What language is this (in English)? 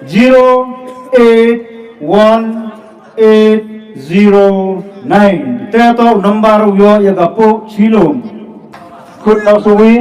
Khasi